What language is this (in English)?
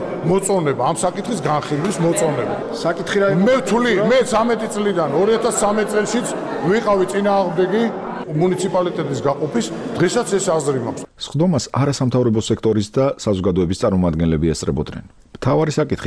Georgian